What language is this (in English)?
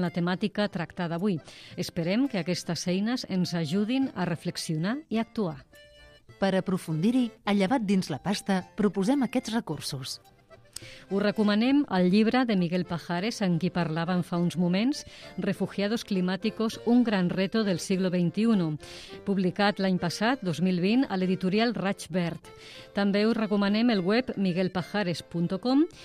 Catalan